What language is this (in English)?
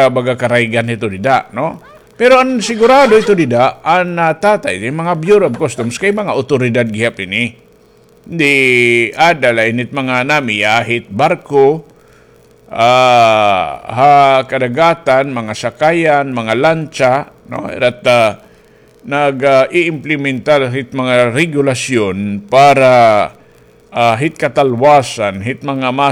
Waray